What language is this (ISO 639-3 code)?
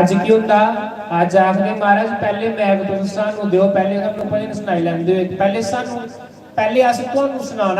doi